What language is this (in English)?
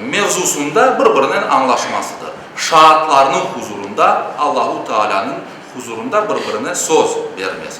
Crimean Tatar